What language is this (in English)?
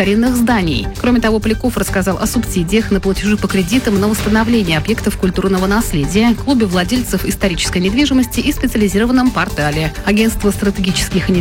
Russian